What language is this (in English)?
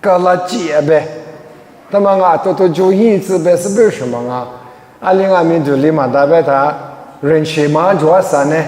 Lisu